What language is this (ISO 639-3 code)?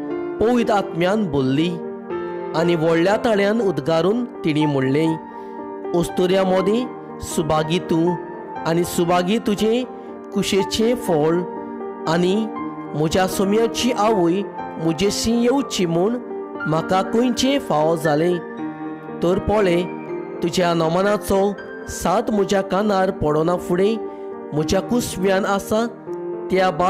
kok